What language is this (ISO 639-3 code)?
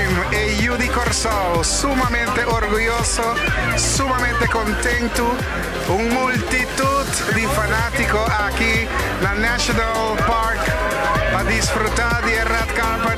pap